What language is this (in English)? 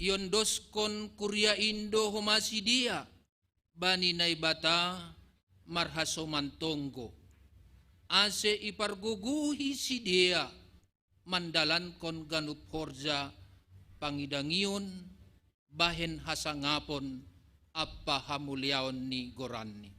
Batak Simalungun